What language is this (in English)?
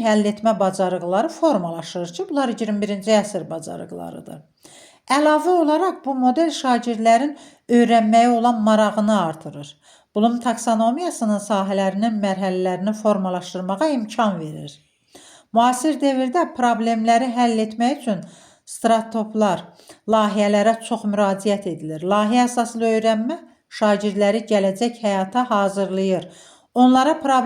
Azerbaijani